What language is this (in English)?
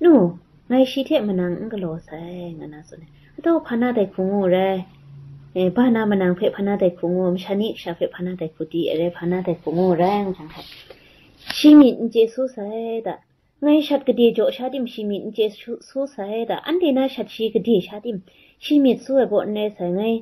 Kachin